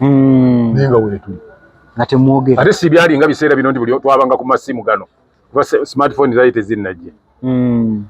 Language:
Ganda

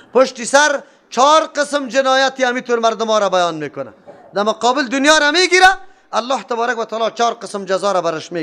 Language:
Persian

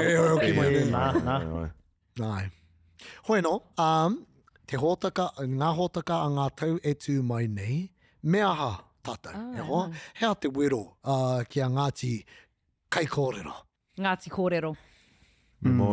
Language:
Māori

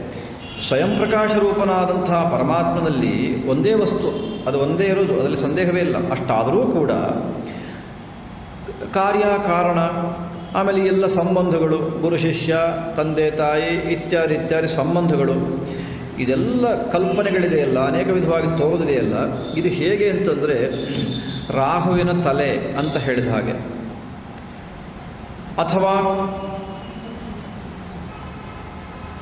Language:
Kannada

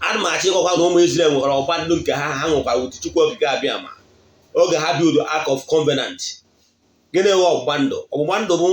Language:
Igbo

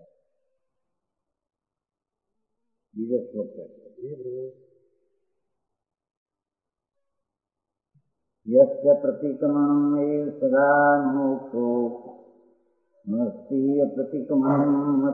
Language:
Gujarati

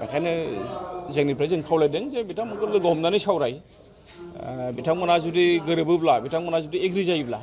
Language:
Bodo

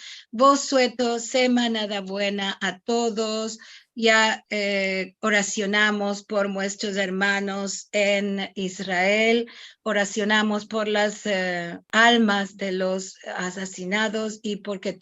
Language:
Ladino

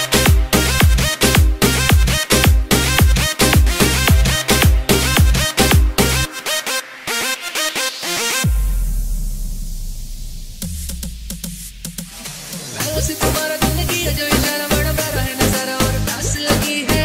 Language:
Hindi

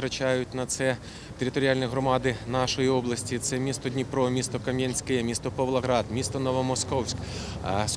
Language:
Ukrainian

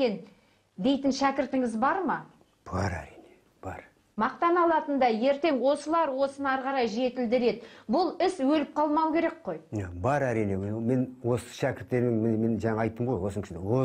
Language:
Kazakh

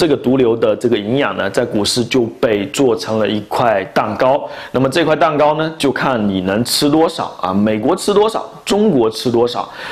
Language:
Chinese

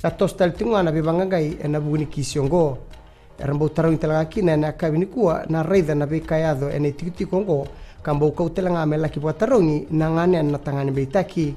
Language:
Fijian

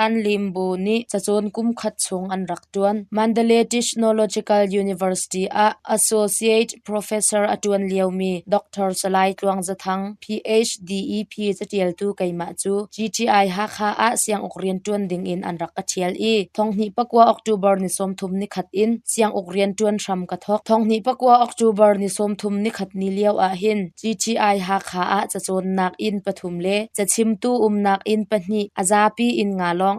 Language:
Hakha Chin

